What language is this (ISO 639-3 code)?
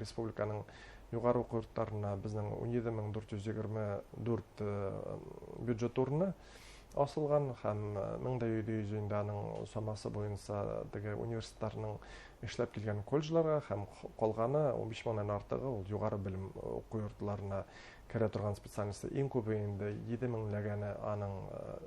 bak